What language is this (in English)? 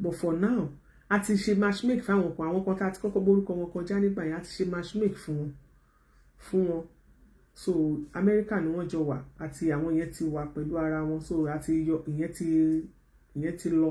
Yoruba